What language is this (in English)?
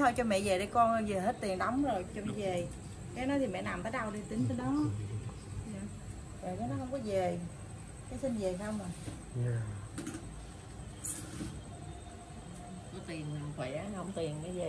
Vietnamese